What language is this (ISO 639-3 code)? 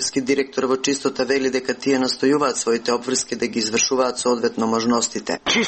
mkd